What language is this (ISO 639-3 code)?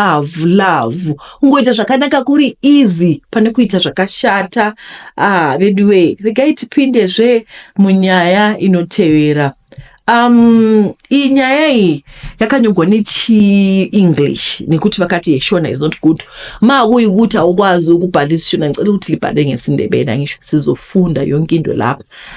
sna